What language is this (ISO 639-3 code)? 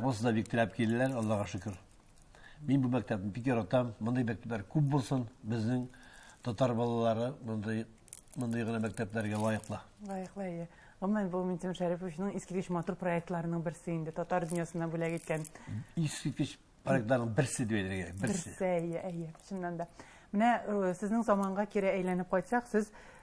tat